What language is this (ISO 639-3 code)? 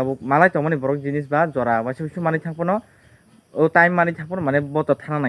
trp